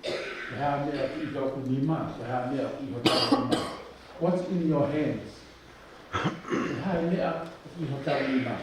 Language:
Tongan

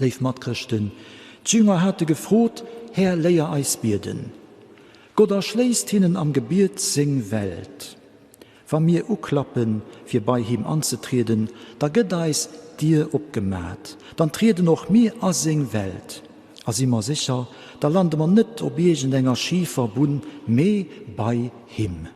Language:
Luxembourgish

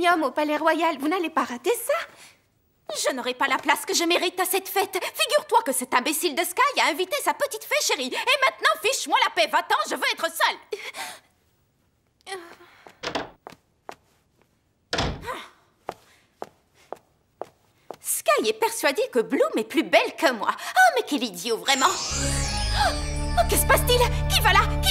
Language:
French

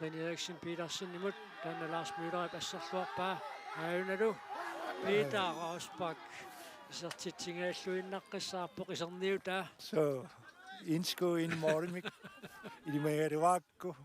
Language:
Kalaallisut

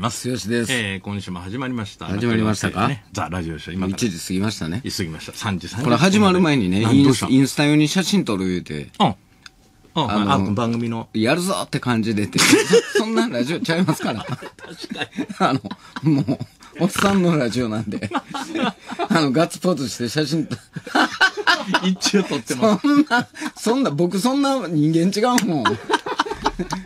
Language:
Japanese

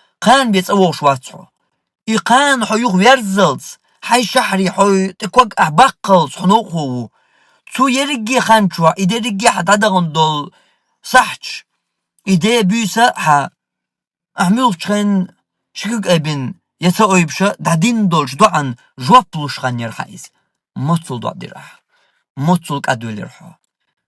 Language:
Chechen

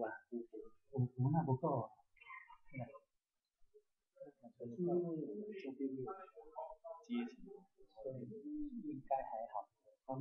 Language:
Chinese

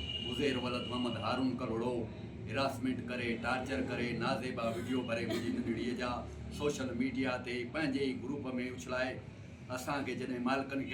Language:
Sindhi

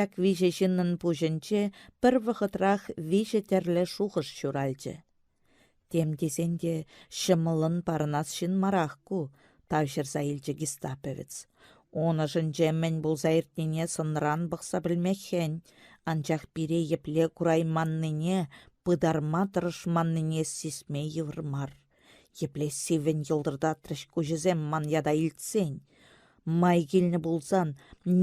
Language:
Chuvash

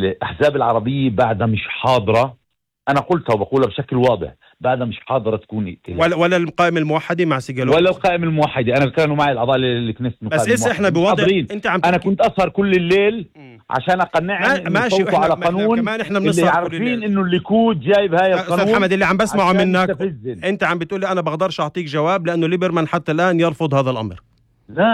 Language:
North Levantine Arabic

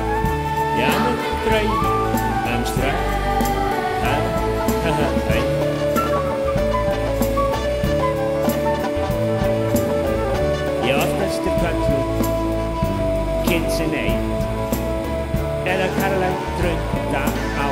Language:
Icelandic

